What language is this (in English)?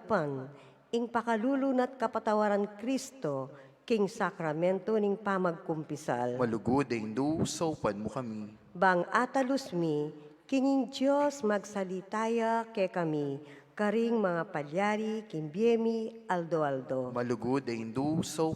Pampanga